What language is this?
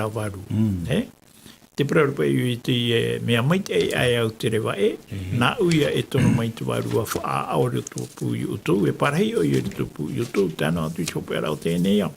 Tahitian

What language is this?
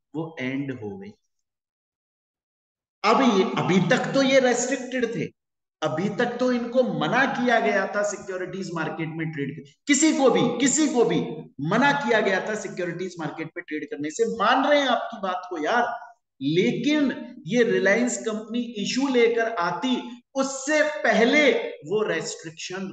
Hindi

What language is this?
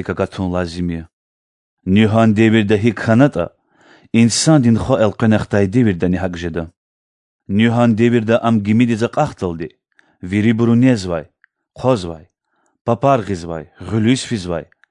Lezghian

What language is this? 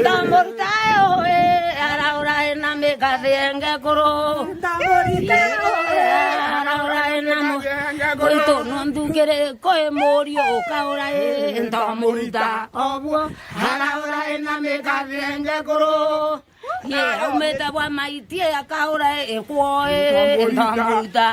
Meru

